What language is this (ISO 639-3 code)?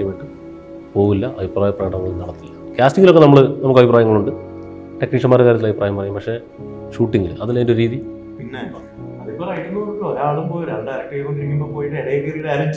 mal